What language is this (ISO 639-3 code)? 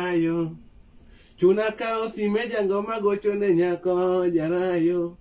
luo